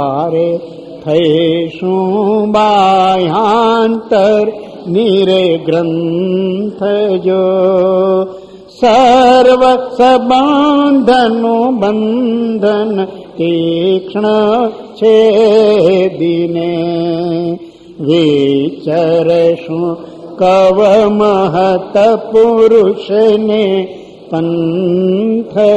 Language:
Gujarati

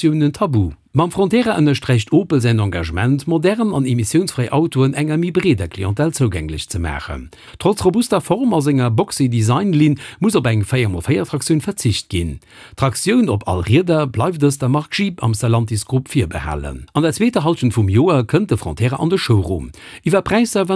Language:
Luxembourgish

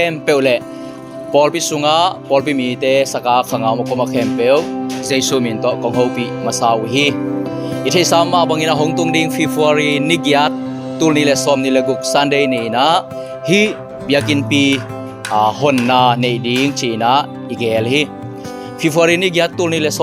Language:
Tedim Chin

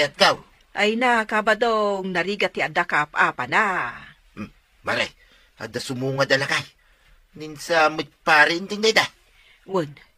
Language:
Iloko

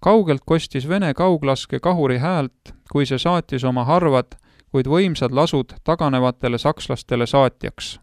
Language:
Estonian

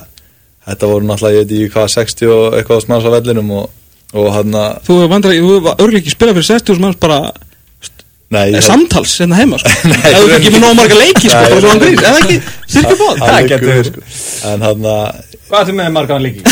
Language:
Icelandic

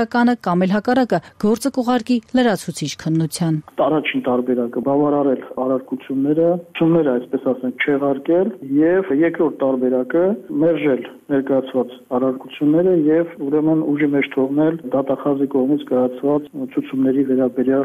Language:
Armenian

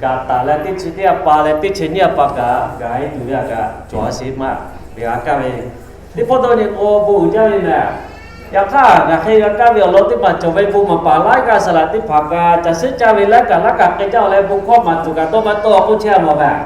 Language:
Lahu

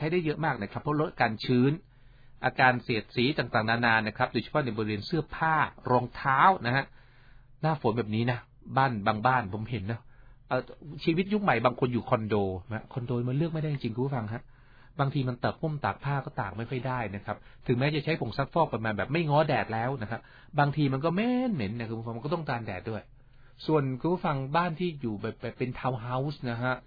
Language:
Thai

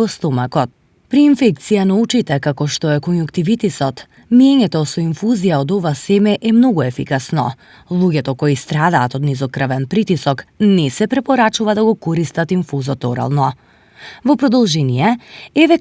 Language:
Macedonian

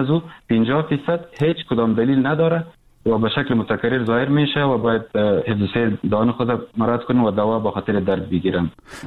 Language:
Persian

